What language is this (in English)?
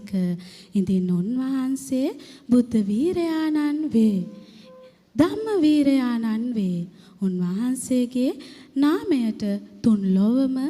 Sinhala